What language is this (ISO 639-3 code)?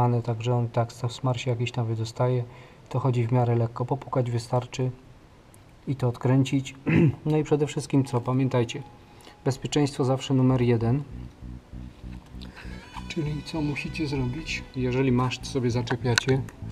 pol